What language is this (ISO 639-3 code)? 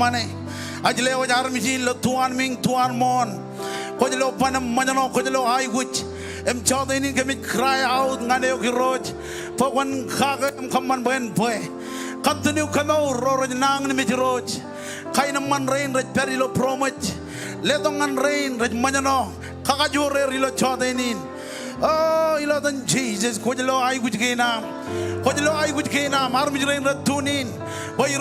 mah